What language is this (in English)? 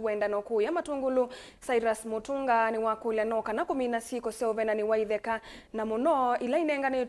Kamba